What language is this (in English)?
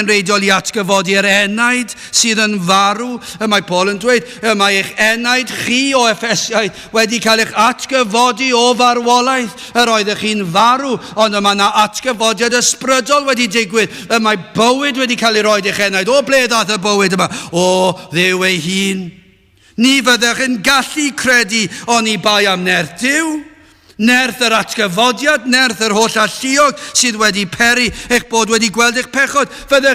Welsh